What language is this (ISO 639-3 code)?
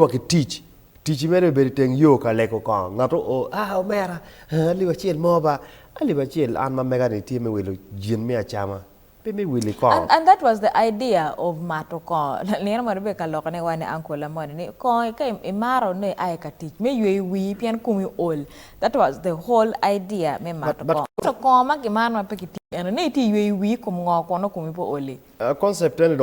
ach